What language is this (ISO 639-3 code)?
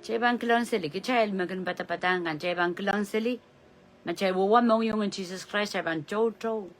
pon